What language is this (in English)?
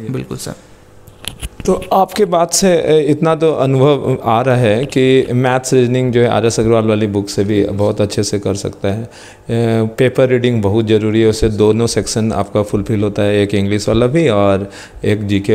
Hindi